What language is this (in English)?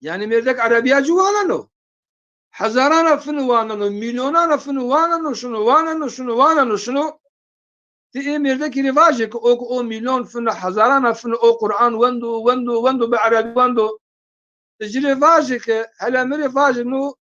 Zaza